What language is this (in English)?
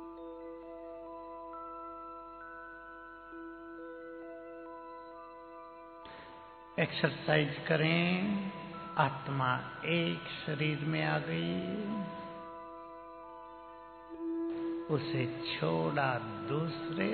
Hindi